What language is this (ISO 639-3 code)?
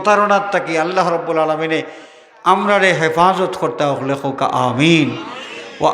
syl